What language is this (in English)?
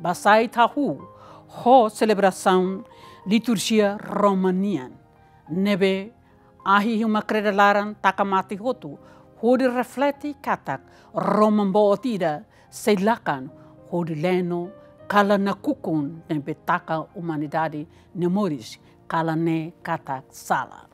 Tetum